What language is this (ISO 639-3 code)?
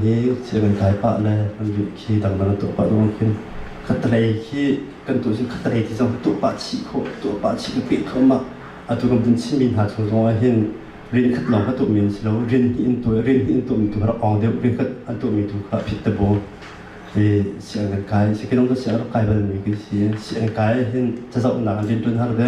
cnh